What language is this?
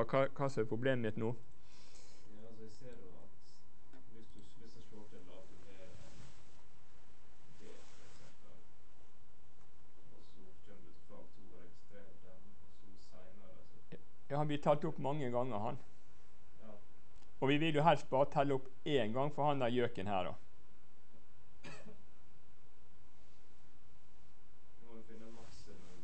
Norwegian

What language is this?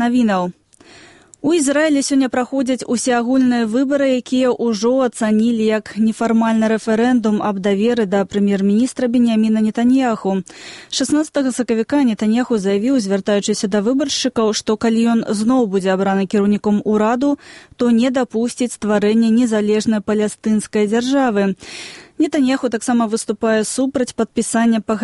Belarusian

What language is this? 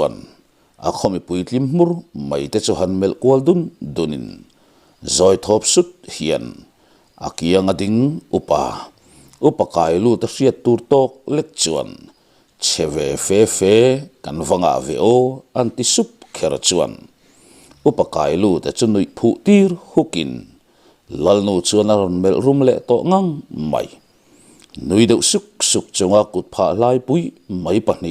Mizo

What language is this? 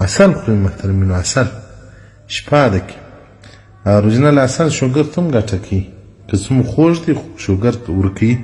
Pashto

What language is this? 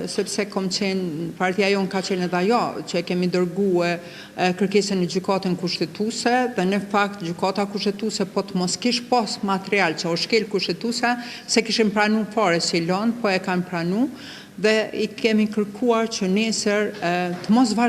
Albanian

